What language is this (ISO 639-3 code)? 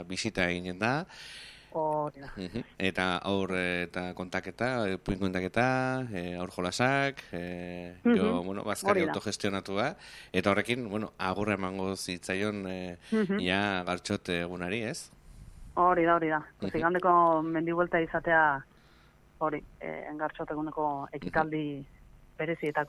eus